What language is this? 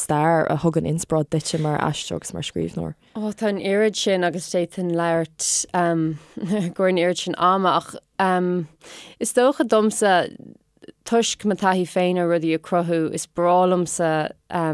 Irish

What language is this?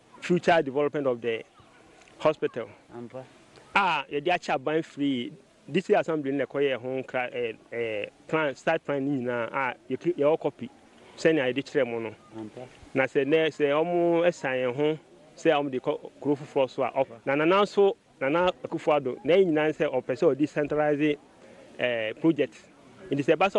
Akan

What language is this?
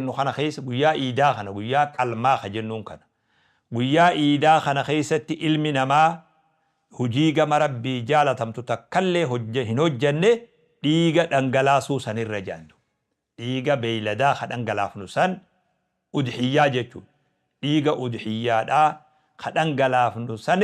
Oromo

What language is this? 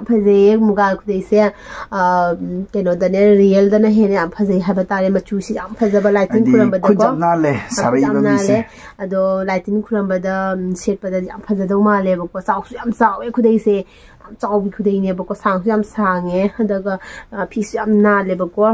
Manipuri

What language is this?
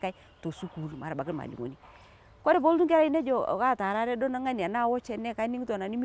Masai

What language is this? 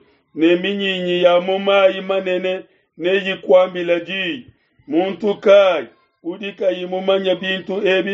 Luba-Lulua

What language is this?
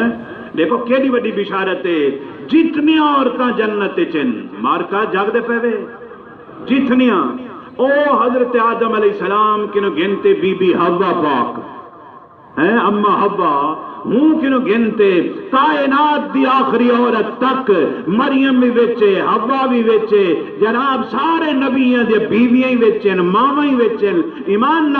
Saraiki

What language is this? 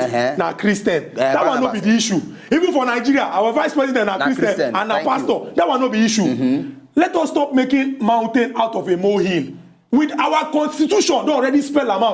Nigerian Pidgin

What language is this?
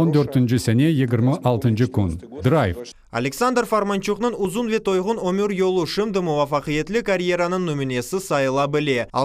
Crimean Tatar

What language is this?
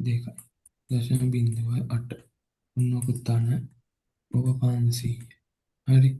Sinhala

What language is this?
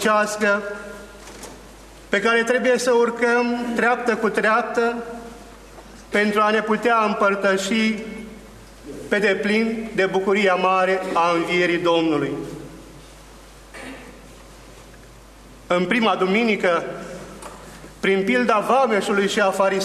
Romanian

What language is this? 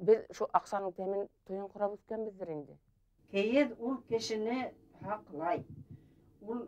Bashkir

